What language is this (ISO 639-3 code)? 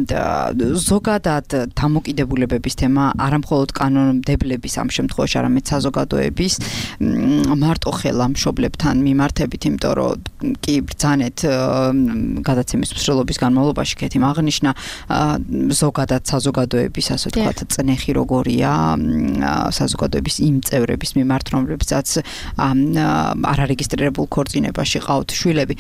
kat